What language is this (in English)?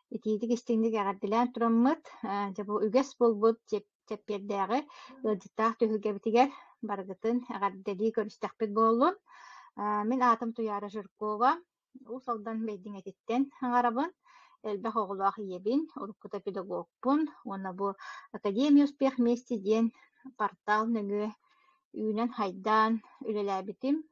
Yakut